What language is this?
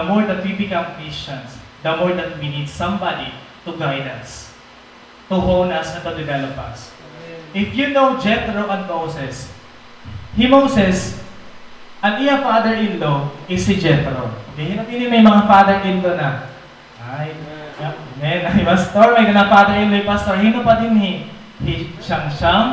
Waray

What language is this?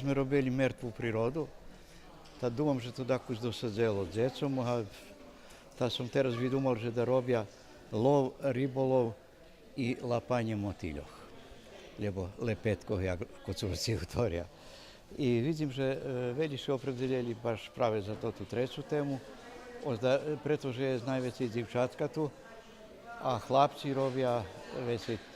Rusyn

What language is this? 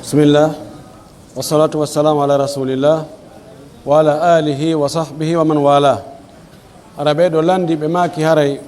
Pular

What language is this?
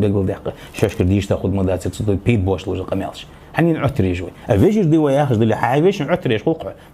Ingush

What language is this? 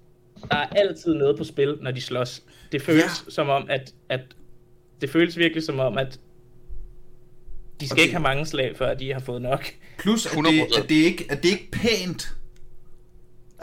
Danish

